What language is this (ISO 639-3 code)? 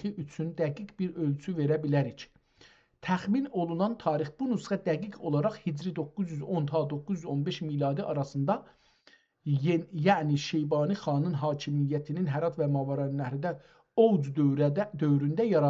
azb